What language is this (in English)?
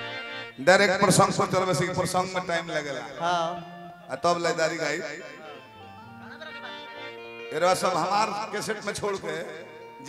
Bhojpuri